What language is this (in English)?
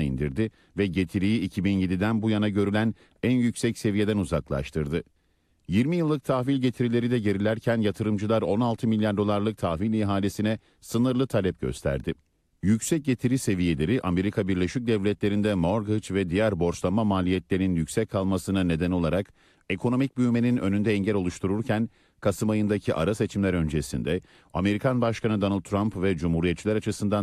Turkish